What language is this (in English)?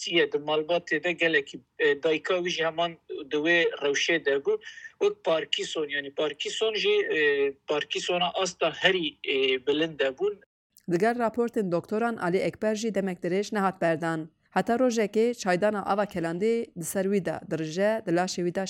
Kurdish